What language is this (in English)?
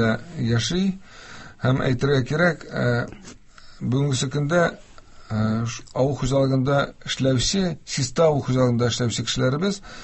Tatar